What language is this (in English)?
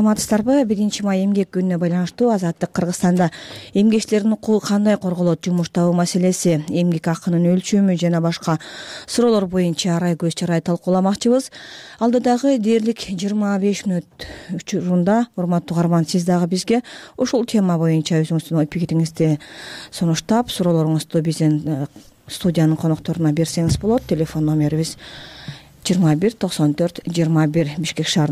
Kyrgyz